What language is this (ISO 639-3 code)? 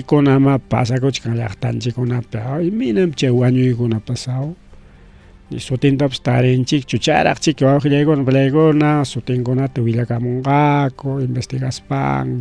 quy